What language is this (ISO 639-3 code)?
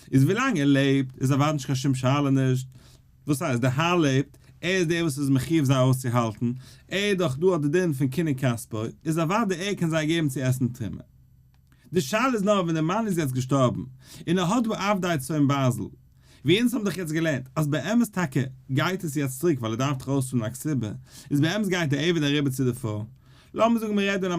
yid